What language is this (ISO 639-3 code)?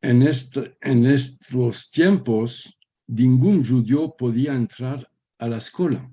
lad